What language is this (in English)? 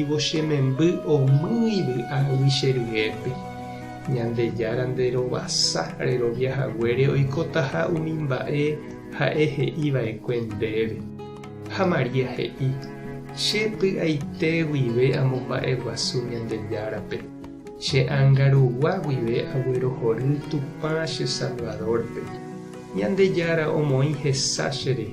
Guarani